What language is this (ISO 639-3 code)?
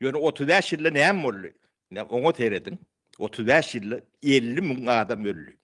tuk